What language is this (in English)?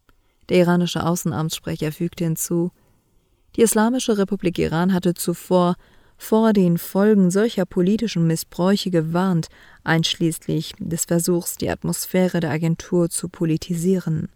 German